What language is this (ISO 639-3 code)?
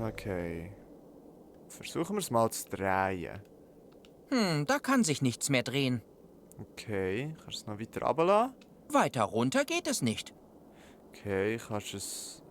gsw